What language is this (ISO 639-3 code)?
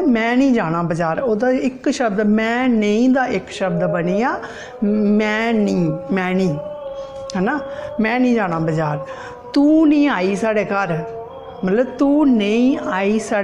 doi